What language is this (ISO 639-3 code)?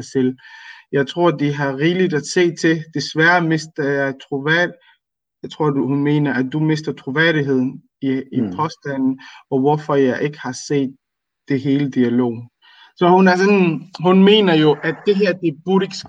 dan